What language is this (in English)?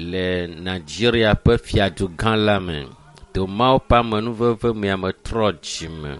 Ewe